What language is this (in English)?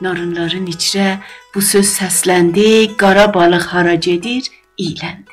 South Azerbaijani